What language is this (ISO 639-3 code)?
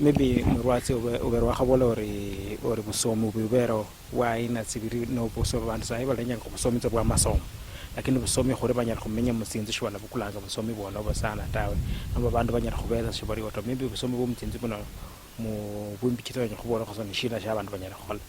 luy